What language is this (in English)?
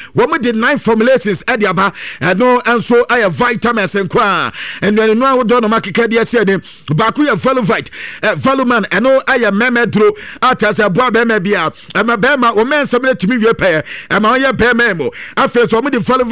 Akan